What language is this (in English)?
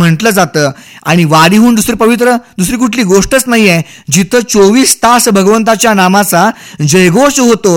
Marathi